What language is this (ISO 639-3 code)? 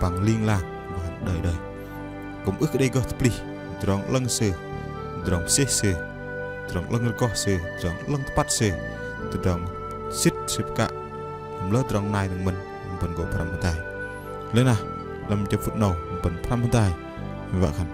bdq